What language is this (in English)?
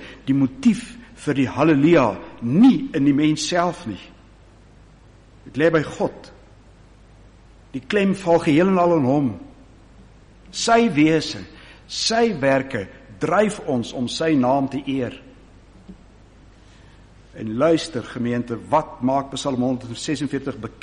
Afrikaans